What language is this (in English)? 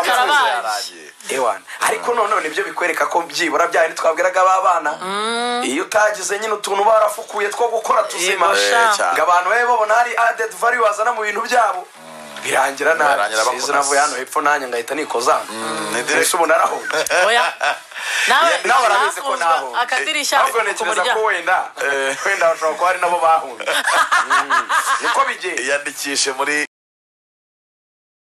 Kinyarwanda